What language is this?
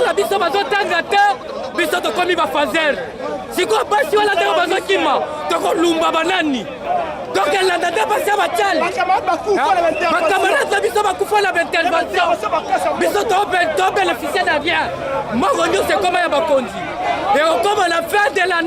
Lingala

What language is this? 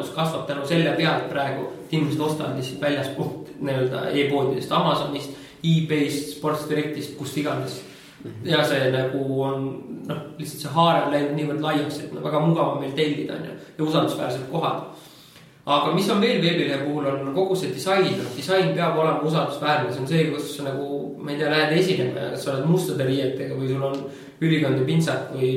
Estonian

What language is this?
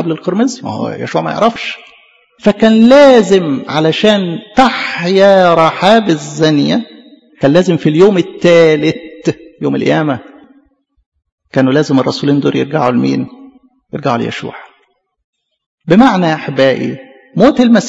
Egyptian Arabic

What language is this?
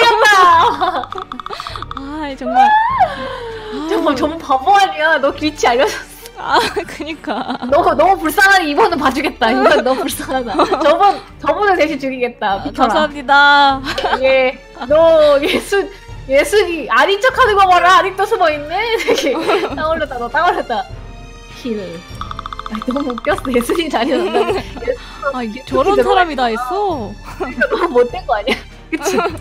Korean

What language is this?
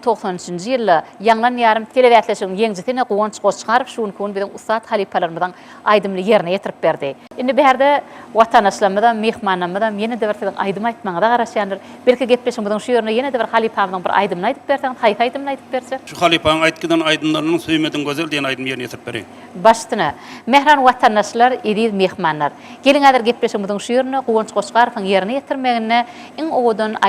Turkmen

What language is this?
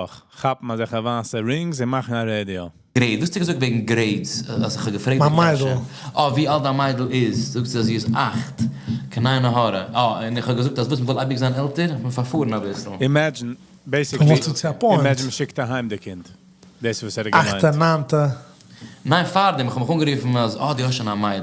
Yiddish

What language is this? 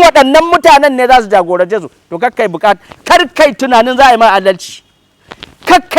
Hausa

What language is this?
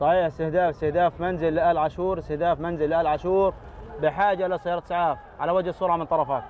North Levantine Arabic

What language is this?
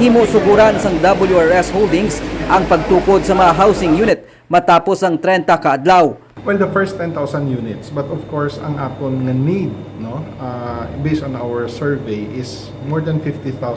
Hiligaynon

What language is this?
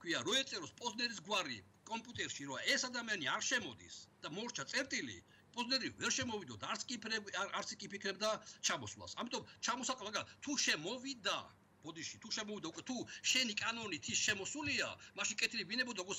Georgian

